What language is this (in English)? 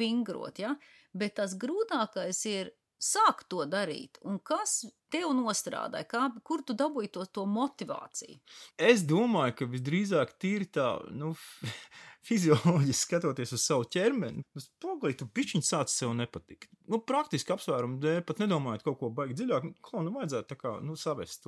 Latvian